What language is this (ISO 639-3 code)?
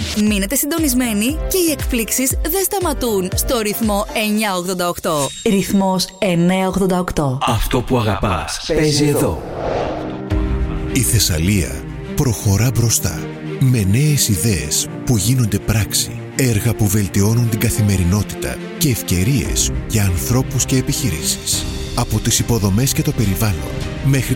ell